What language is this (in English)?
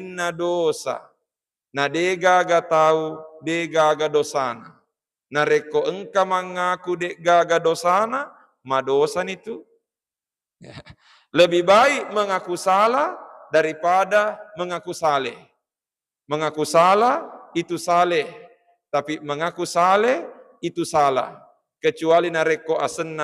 Buginese